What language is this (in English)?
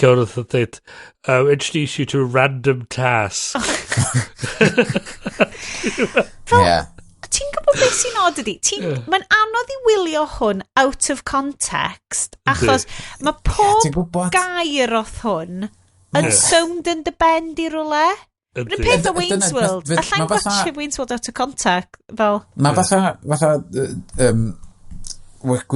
Welsh